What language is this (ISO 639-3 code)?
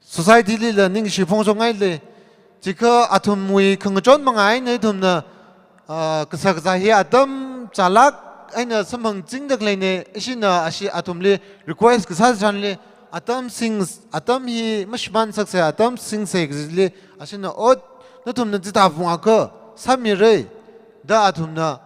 nmf